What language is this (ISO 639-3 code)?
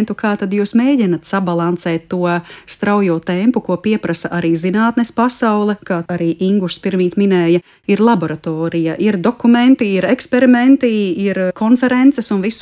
lav